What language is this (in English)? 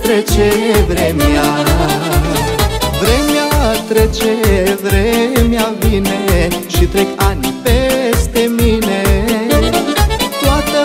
Romanian